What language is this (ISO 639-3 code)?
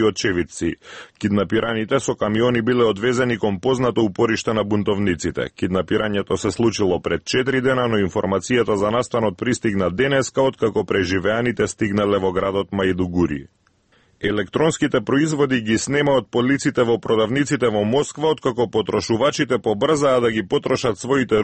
mkd